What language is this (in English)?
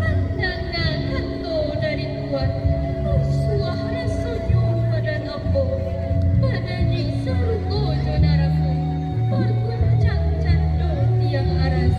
Minangkabau